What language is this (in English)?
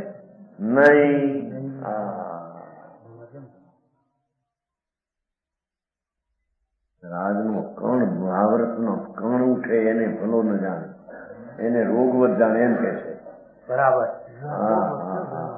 Gujarati